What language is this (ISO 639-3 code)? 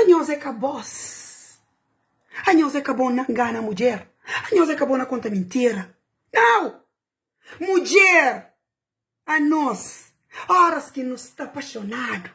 kea